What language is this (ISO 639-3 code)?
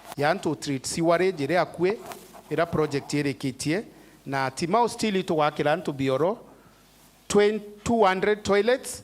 mer